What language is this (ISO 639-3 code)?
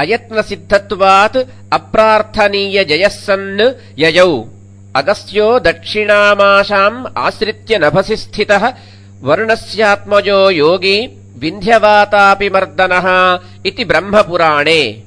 san